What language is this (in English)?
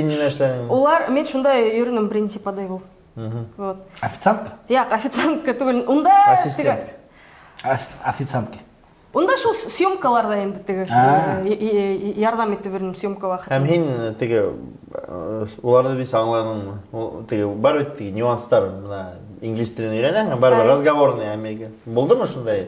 Bashkir